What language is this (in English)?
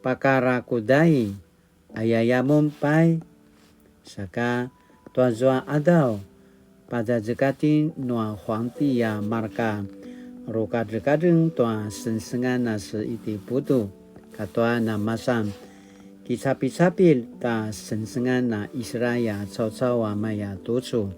Paiwan